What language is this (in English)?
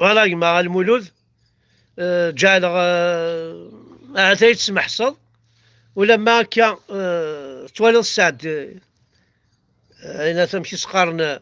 Kabyle